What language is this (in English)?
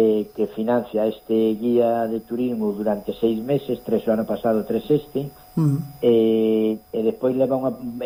Galician